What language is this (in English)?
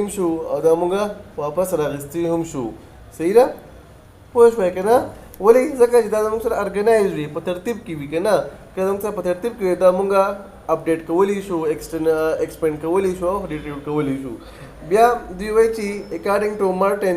Pashto